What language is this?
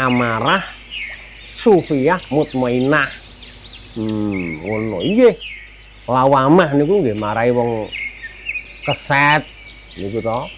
Javanese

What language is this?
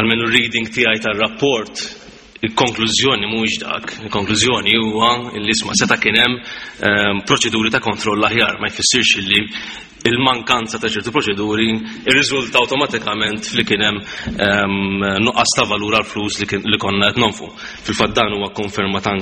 Maltese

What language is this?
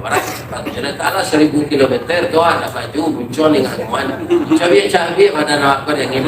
Minangkabau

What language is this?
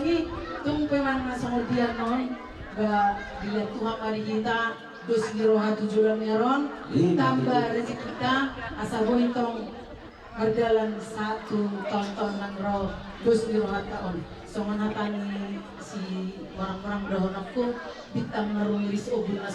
Batak Toba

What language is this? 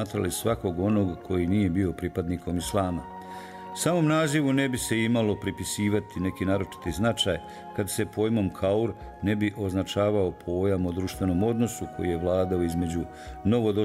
Bosnian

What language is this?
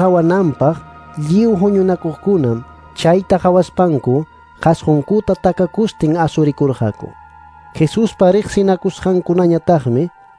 Quechua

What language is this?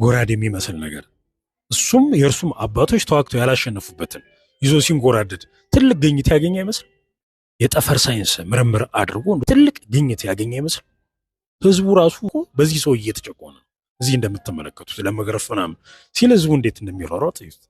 Amharic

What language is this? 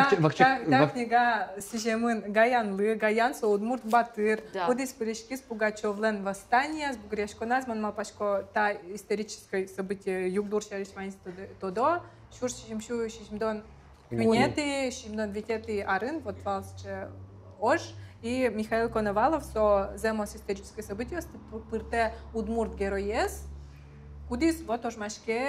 Udmurt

